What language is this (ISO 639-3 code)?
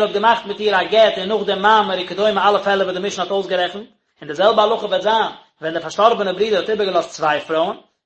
yid